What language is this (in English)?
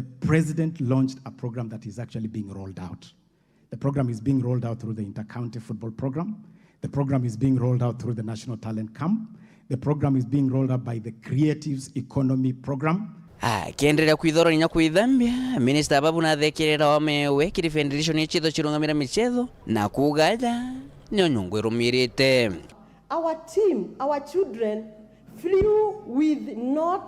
Meru